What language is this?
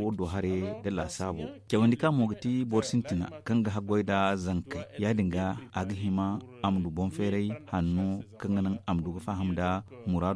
Zarma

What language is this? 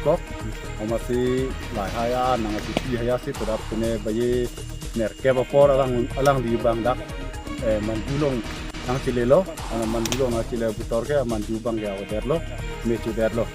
Karbi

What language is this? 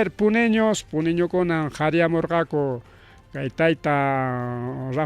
Ayacucho Quechua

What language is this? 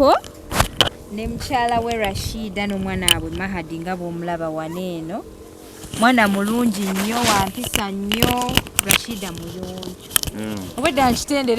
Ganda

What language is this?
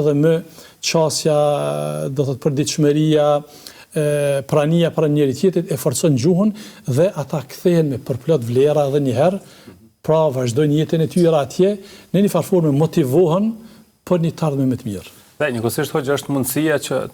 Albanian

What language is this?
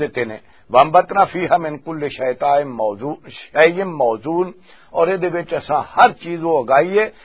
Western Panjabi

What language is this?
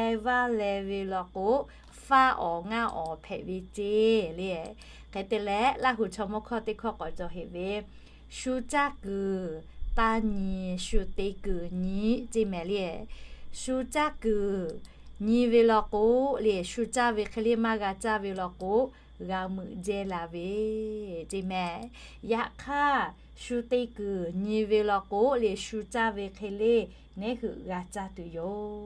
Lahu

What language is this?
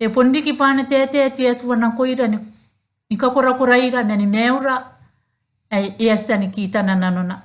Gilbertese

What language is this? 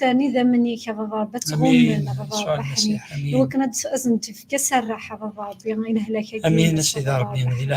Kabyle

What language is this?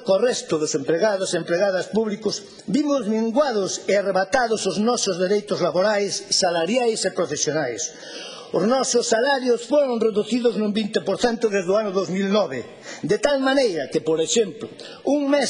Galician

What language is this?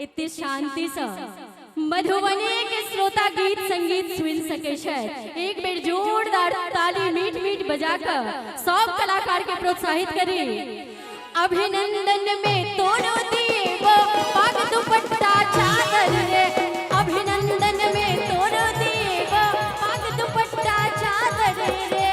Maithili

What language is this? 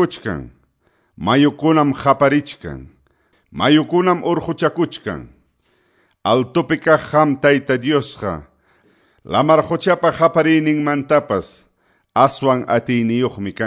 Quechua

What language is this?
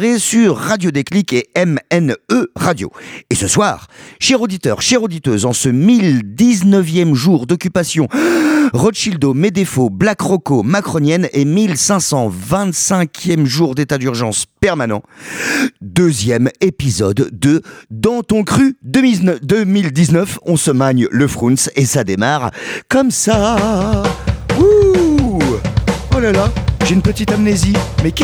French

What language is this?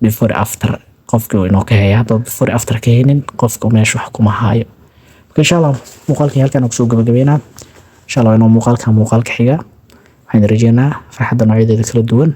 Somali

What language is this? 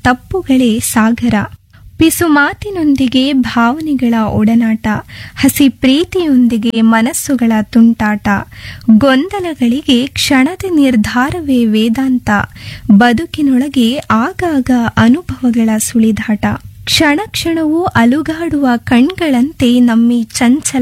Kannada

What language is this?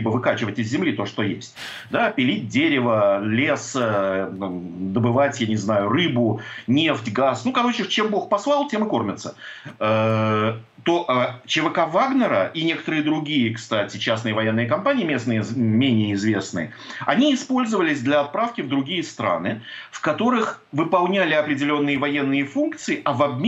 Russian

